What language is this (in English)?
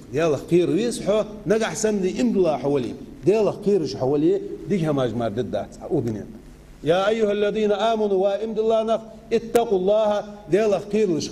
Ingush